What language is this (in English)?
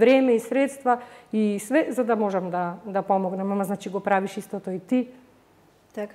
Macedonian